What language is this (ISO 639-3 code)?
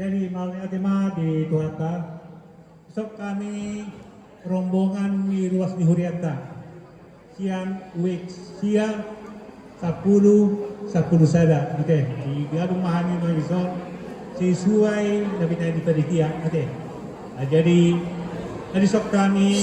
bbc